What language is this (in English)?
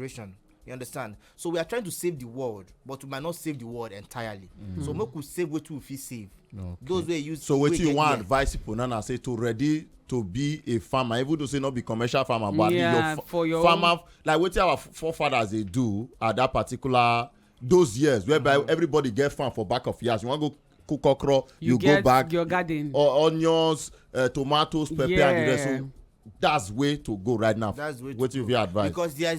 Nigerian Pidgin